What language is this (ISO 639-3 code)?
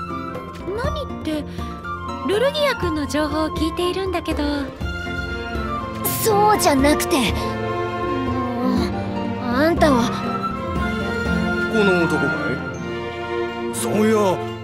jpn